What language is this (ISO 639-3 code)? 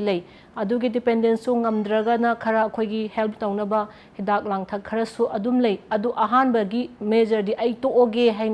mni